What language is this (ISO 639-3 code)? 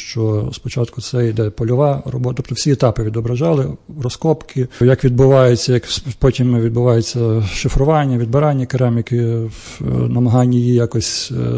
ukr